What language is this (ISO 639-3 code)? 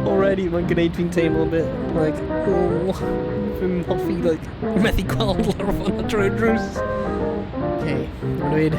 cym